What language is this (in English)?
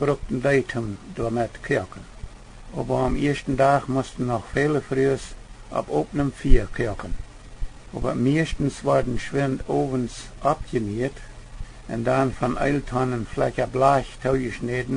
Plautdietsch